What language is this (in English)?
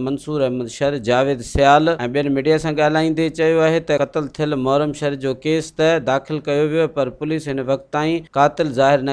Sindhi